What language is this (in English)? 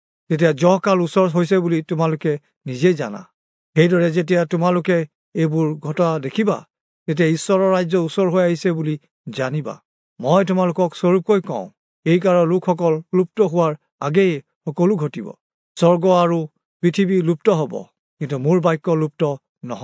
Assamese